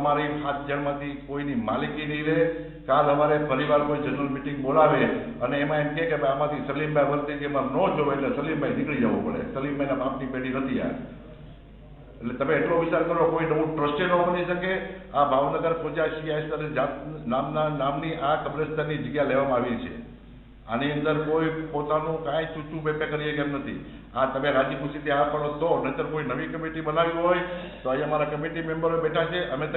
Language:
Gujarati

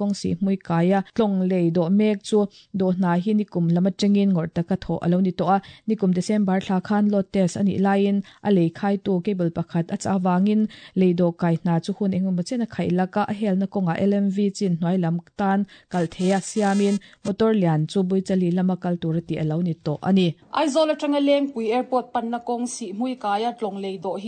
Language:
Mizo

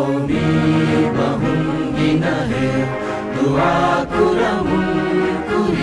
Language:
Divehi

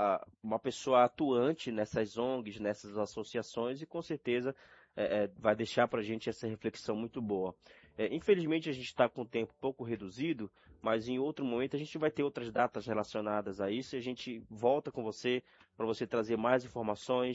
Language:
Portuguese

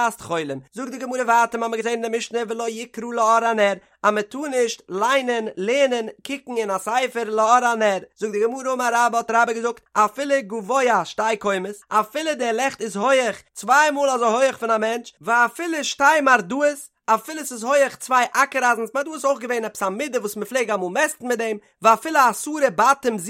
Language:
Yiddish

